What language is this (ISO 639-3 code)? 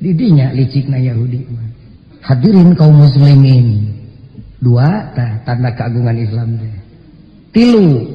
sun